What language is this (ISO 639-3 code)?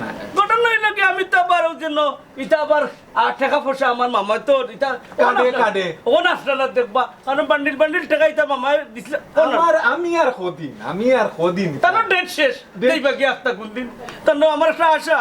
syl